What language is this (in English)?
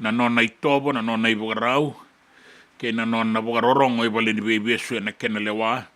Fijian